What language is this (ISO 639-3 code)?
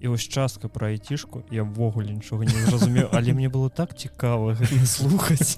bel